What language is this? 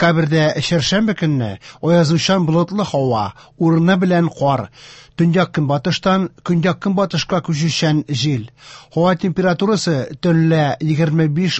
Tatar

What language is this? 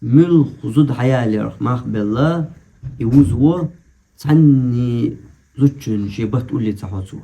Chechen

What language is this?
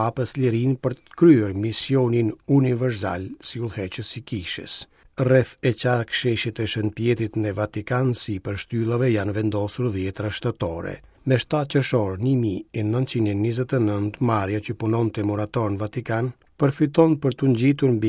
Albanian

